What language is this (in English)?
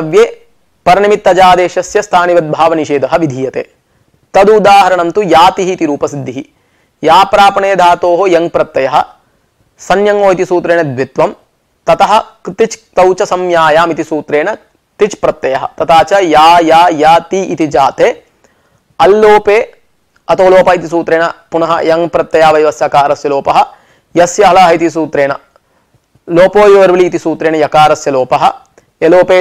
Sanskrit